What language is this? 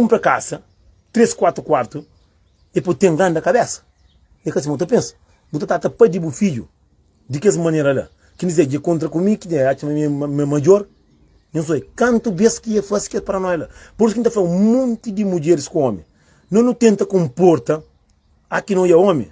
Kabuverdianu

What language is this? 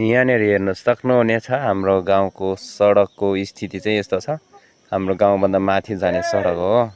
Nepali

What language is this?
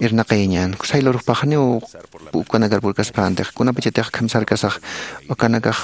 Aymara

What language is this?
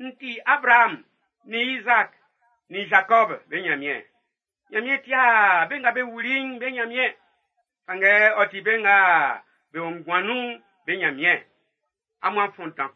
Baoulé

